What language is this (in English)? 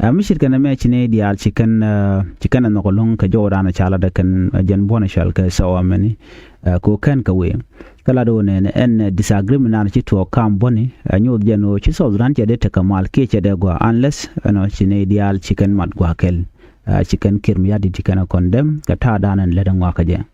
Nuer